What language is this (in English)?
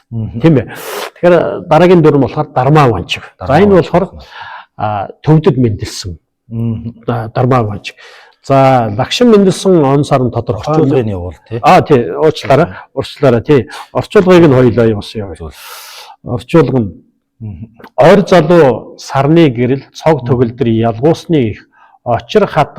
Mongolian